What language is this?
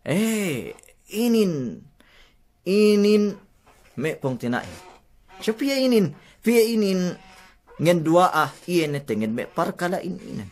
Yakan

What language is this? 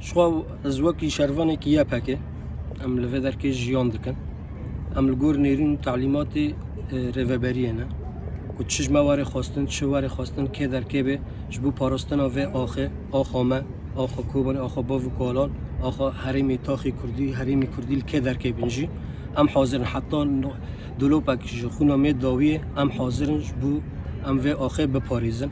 Kurdish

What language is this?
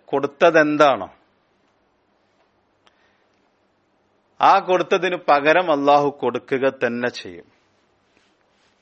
Malayalam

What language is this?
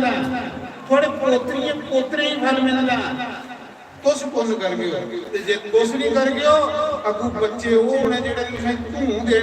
Dogri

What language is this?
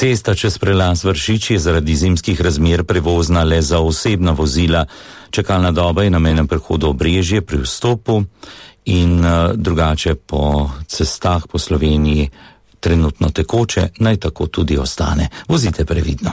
Slovenian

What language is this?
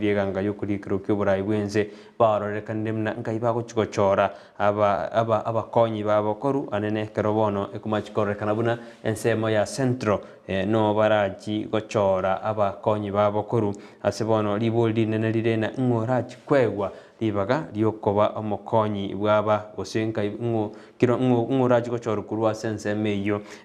Gusii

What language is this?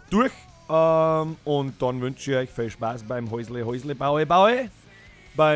Bavarian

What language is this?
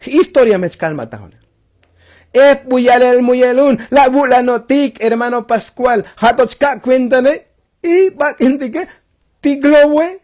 Tzotzil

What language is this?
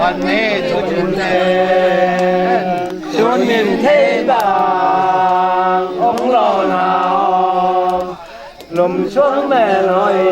Tedim Chin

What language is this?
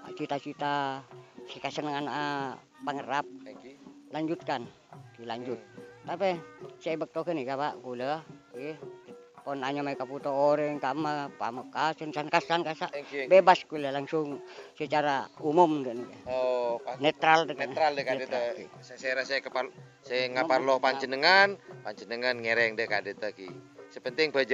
Madurese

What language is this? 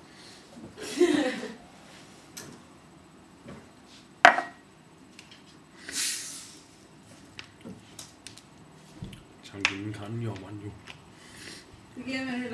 Icelandic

